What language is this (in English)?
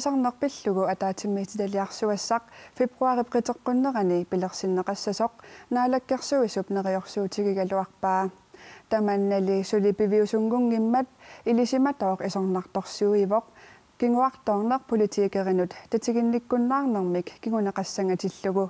Kalaallisut